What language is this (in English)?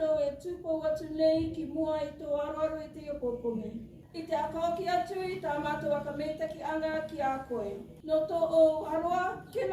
Rarotongan